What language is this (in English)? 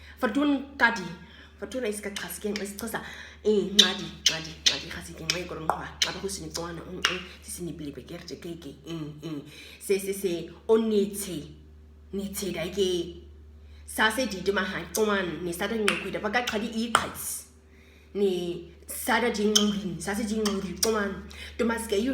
Nama